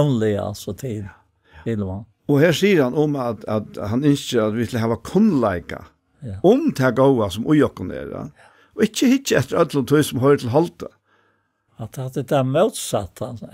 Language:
Faroese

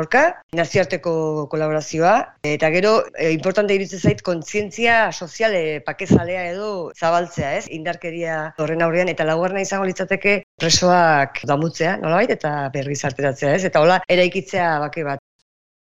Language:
Basque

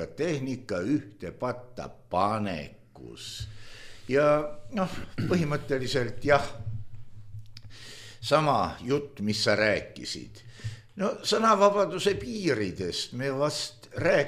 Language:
Estonian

